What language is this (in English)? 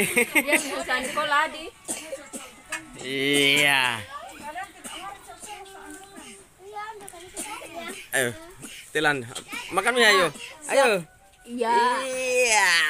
Indonesian